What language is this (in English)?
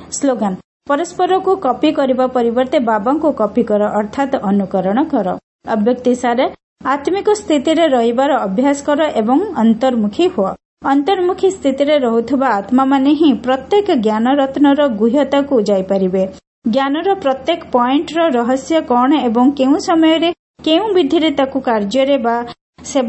Odia